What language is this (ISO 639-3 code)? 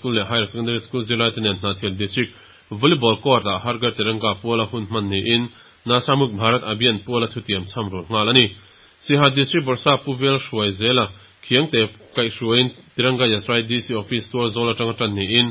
lus